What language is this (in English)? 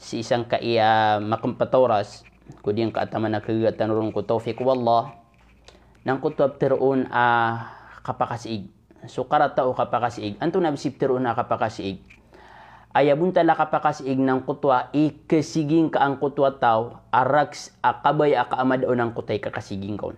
Maranao